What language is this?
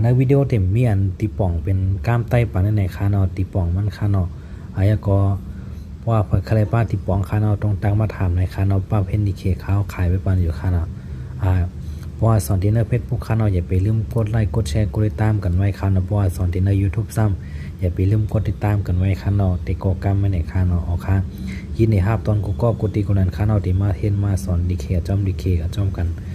Shan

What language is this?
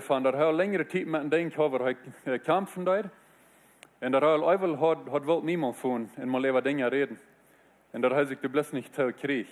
Plautdietsch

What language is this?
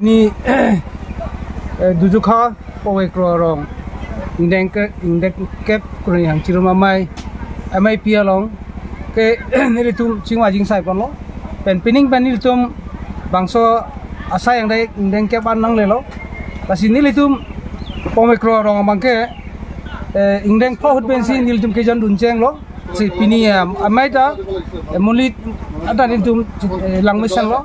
Karbi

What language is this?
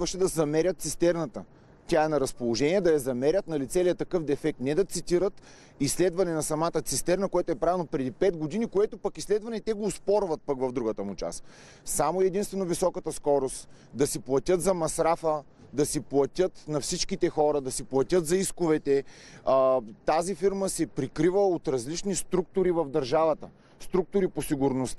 Bulgarian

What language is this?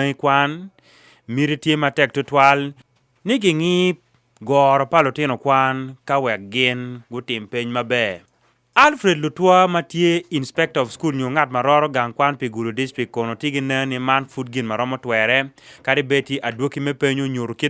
Acoli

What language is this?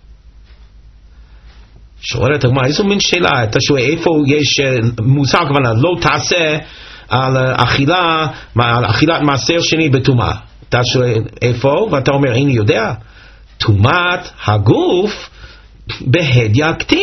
Hebrew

